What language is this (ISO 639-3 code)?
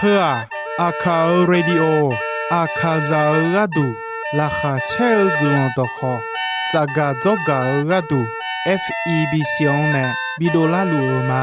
ahk